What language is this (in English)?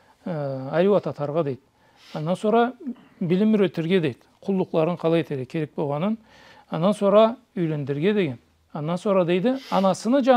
Karachay-Balkar